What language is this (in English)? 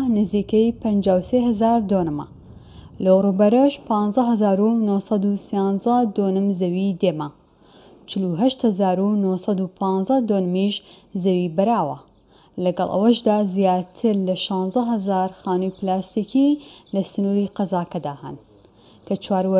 Central Kurdish